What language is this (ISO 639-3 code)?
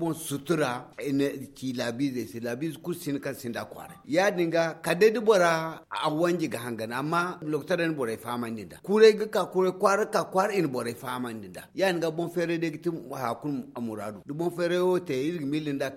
dje